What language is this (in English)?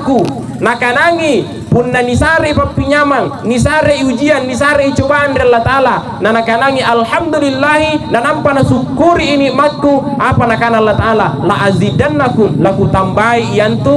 Makasar